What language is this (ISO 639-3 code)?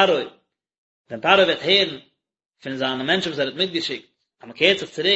yid